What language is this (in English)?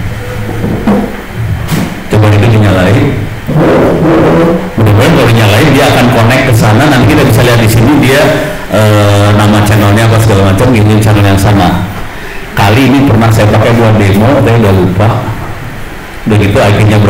Indonesian